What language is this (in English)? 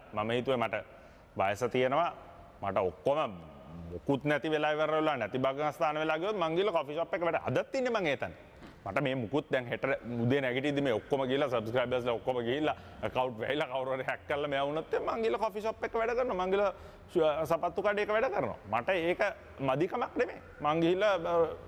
Sinhala